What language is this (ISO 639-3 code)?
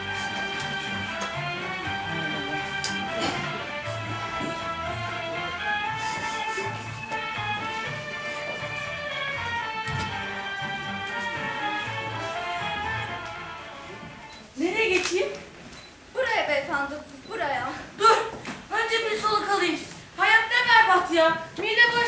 tur